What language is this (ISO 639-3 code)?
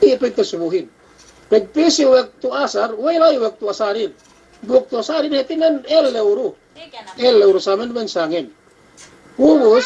yka